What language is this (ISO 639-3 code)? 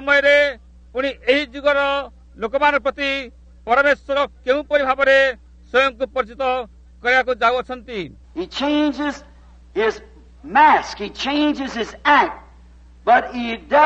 ori